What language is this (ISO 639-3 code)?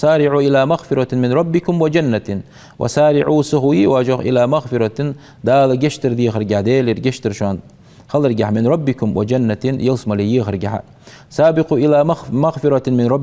inh